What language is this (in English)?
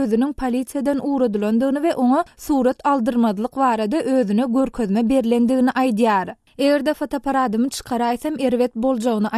Turkmen